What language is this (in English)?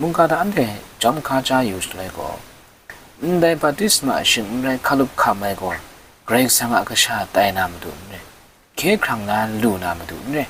Kachin